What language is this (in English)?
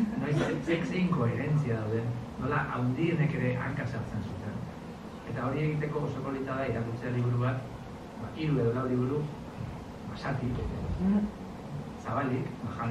Basque